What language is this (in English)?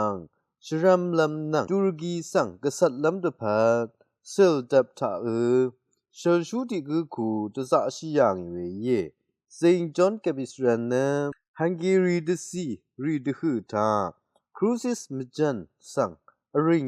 Rawang